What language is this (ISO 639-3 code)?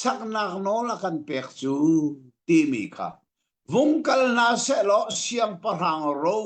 cnh